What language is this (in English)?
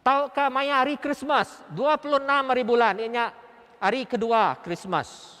Iban